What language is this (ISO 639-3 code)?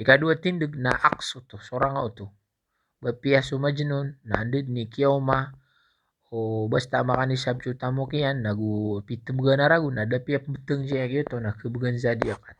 mrw